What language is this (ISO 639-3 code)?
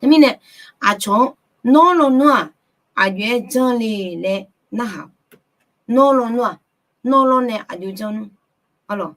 ahk